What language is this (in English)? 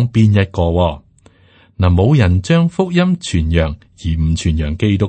Cantonese